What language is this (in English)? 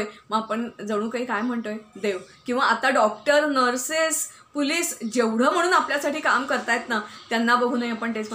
Marathi